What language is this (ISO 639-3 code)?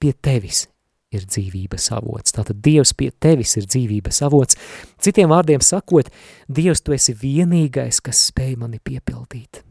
lav